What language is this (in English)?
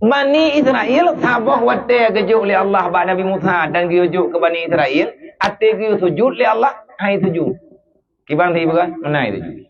Achinese